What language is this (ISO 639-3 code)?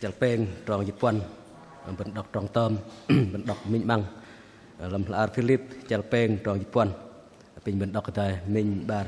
bdq